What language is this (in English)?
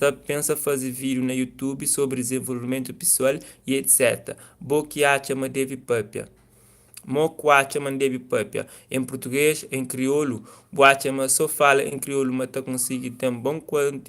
Kabuverdianu